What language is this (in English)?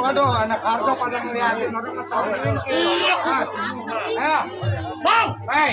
Betawi